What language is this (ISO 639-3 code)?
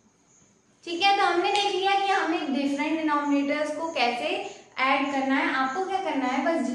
hin